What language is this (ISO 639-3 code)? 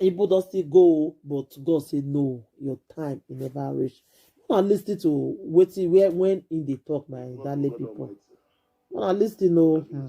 pcm